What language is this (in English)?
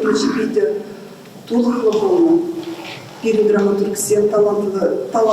Chuvash